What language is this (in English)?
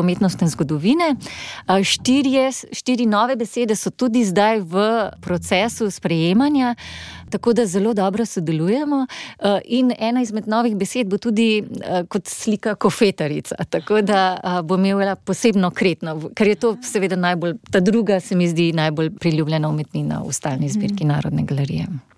Slovenian